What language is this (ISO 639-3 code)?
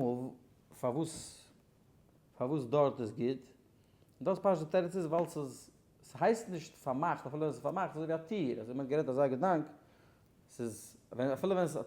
yid